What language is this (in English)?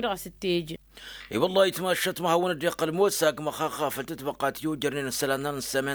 Tamasheq